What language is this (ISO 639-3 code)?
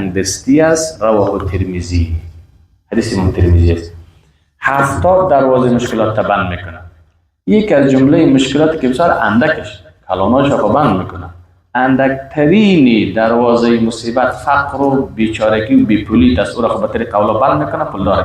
fas